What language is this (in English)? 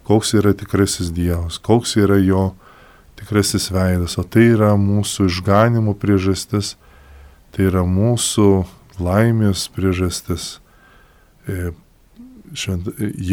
Lithuanian